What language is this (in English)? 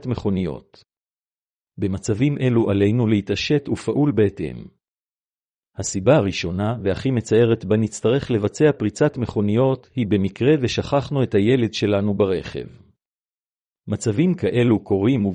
Hebrew